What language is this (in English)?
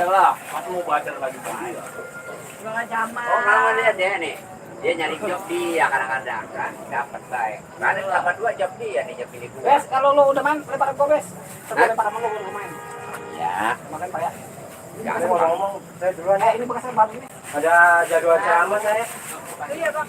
Betawi